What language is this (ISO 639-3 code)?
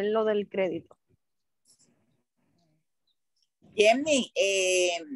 spa